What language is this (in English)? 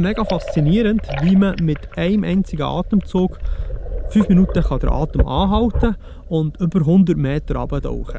Swiss German